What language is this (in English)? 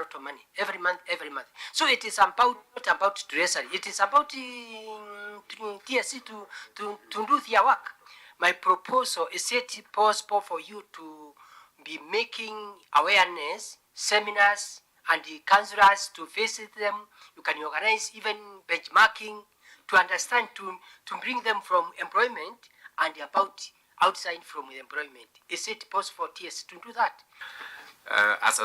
Kamba